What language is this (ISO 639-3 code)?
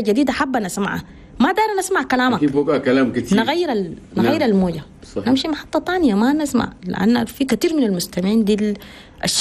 shu